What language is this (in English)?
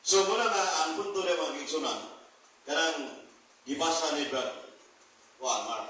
Cebuano